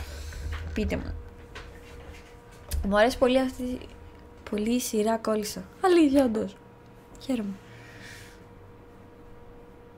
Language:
Greek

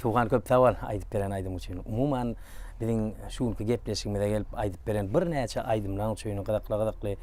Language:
Turkmen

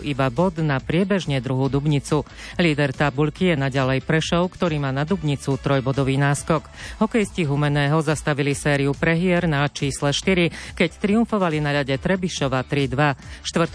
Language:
Slovak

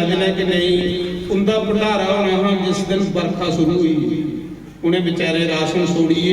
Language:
Dogri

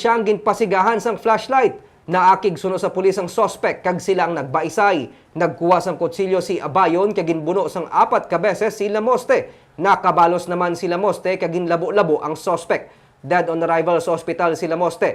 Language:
Hiligaynon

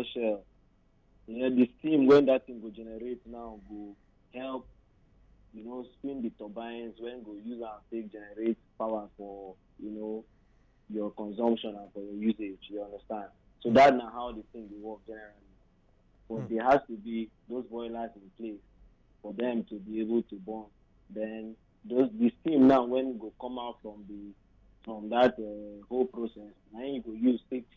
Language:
Nigerian Pidgin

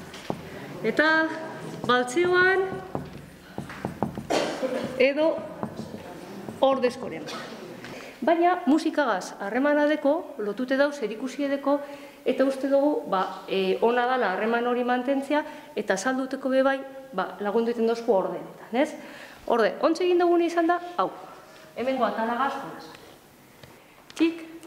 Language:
Basque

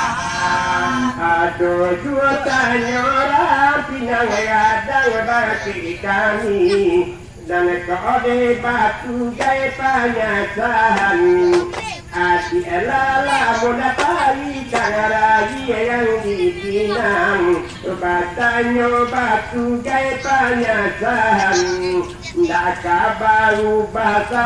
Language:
Minangkabau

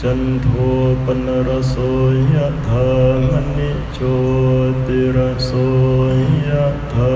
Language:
Northeastern Thai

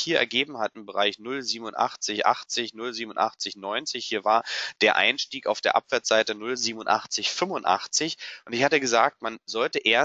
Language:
German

